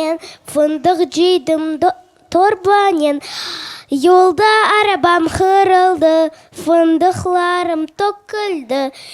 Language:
Crimean Tatar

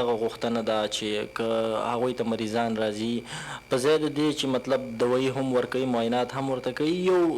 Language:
Pashto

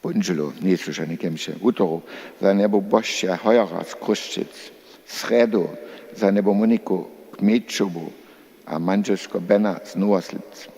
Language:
Upper Sorbian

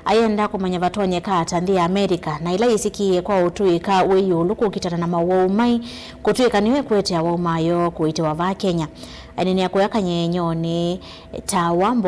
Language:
Kamba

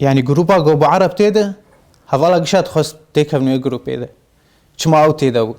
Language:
Kurdish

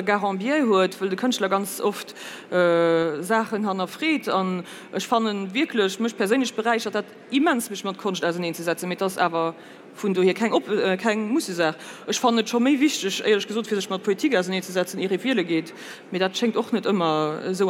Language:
Luxembourgish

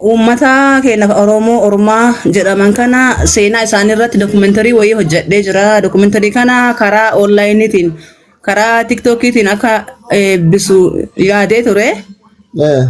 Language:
Oromo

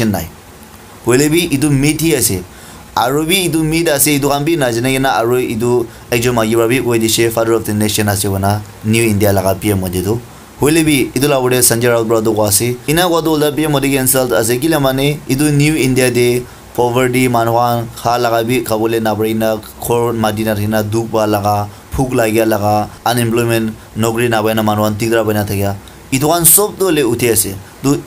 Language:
Naga Pidgin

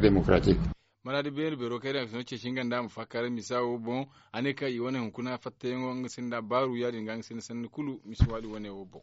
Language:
Zarma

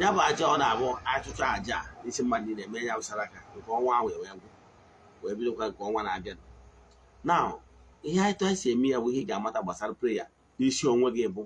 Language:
Igbo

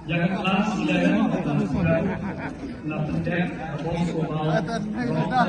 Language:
Khasi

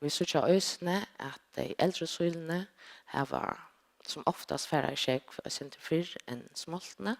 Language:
Faroese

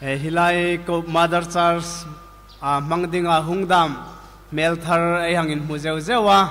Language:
Hmar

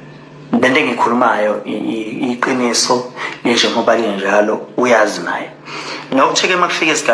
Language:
Zulu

